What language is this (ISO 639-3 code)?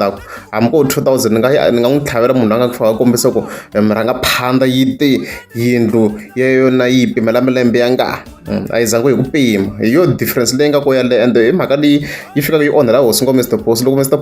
tso